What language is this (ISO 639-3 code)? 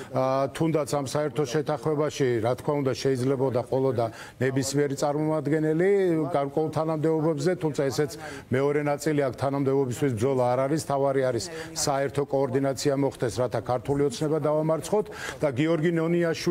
kat